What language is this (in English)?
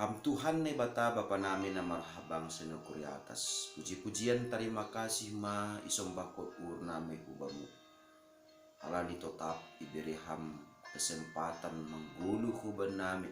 Batak Simalungun